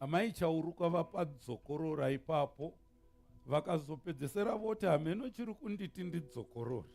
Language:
Shona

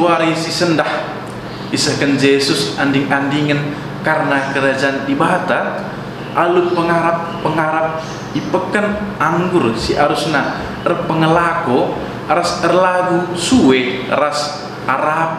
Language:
Batak Karo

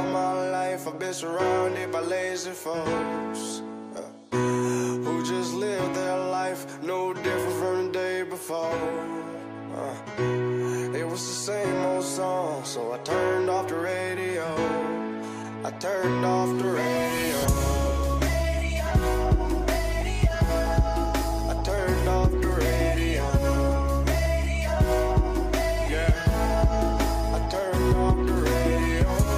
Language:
English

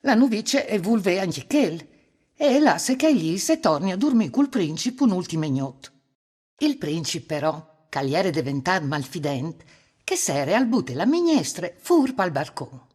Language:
Friulian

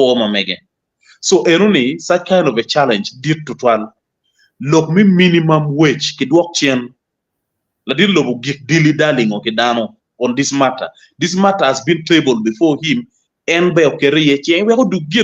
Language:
Acoli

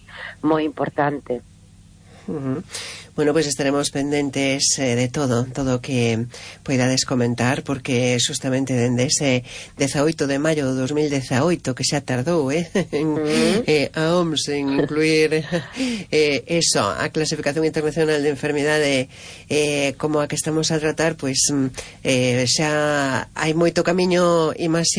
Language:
Galician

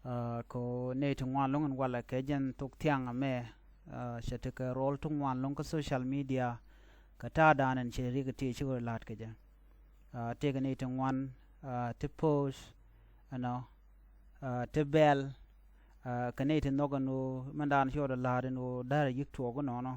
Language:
Nuer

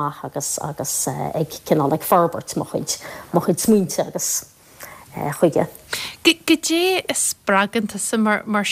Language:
Irish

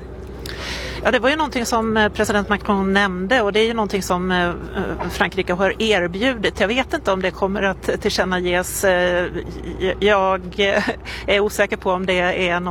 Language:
Swedish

